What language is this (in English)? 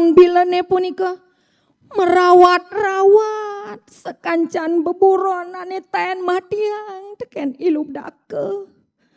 Balinese